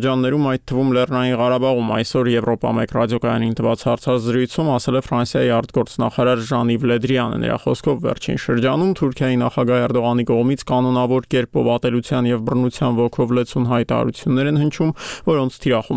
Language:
Armenian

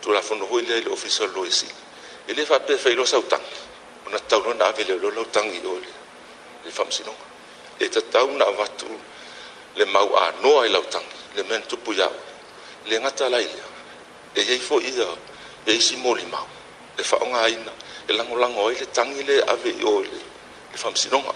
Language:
Samoan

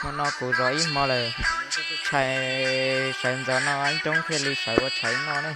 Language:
Hmong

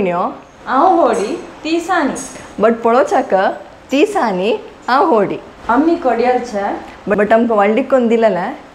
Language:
Konkani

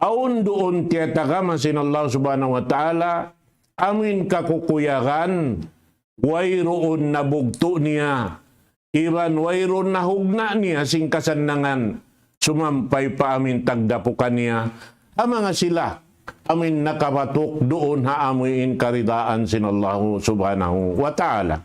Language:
Tausug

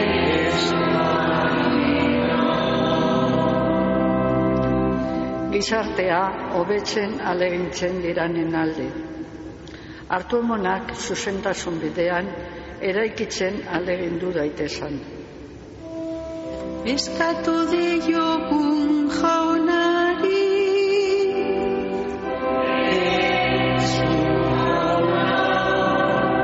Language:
Basque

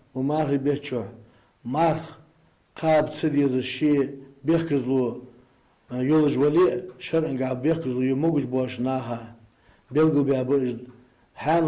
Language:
Ingush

